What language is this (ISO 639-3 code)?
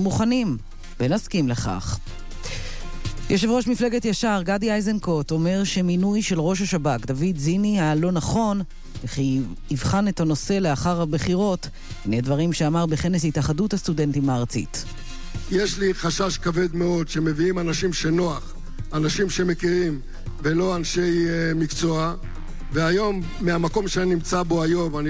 heb